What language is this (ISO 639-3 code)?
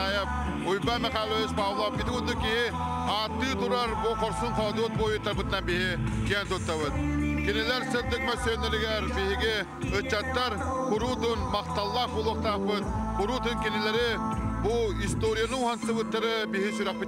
sah